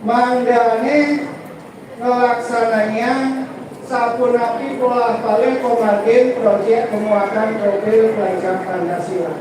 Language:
Balinese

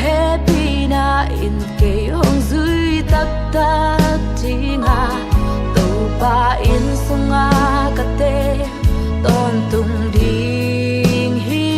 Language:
Tedim Chin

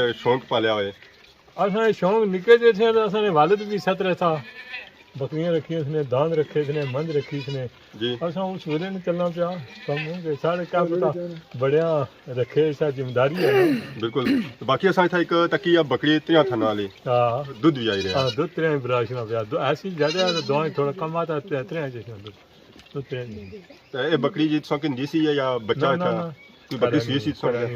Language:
Pahari-Potwari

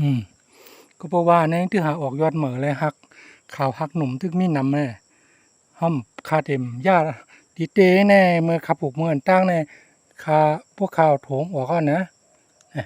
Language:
Shan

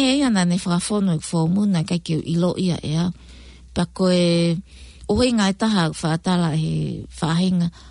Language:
Tongan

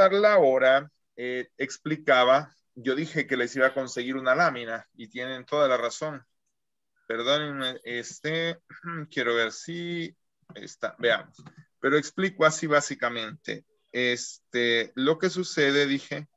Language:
Spanish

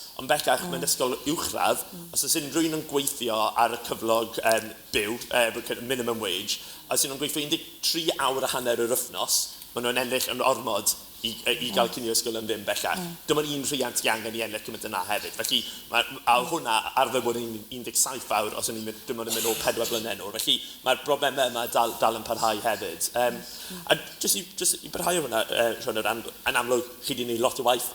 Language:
Welsh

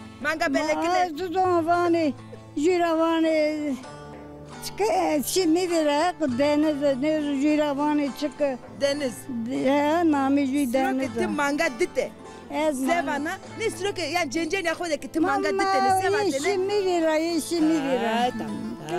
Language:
Zaza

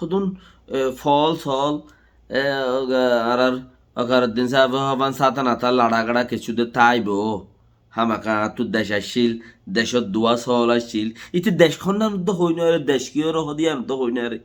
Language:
Rohingya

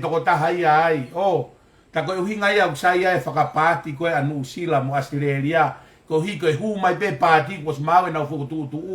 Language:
Tongan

